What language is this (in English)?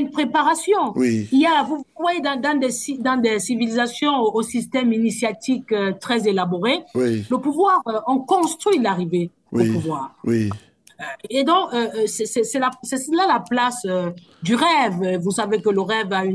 French